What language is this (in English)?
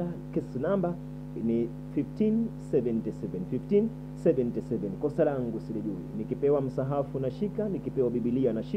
Swahili